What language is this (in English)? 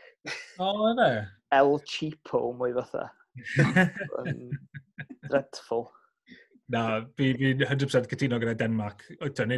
Welsh